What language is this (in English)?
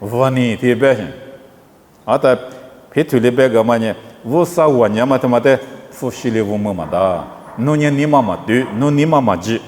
Lisu